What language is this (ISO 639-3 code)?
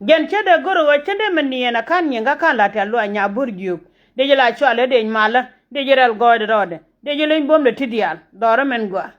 nus